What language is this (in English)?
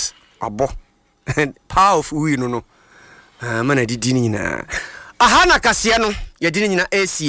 Akan